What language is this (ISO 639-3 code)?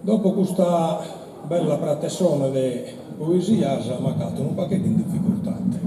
srd